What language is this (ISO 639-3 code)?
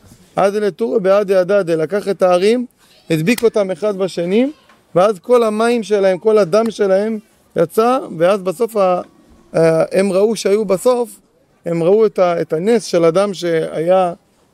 heb